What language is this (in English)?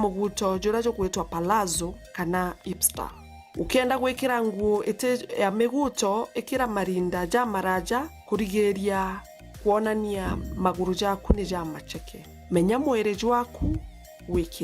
Meru